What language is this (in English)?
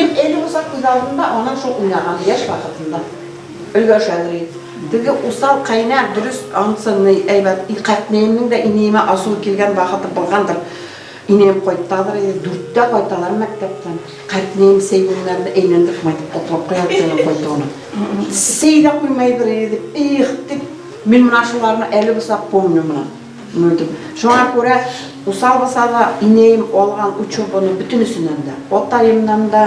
Bashkir